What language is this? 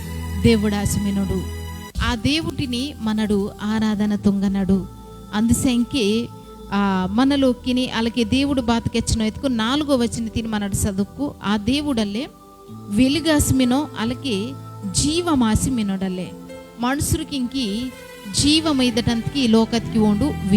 Koya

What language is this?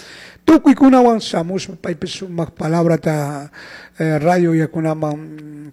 Chimborazo Highland Quichua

